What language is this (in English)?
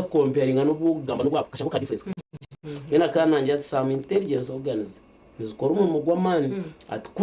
Nyankole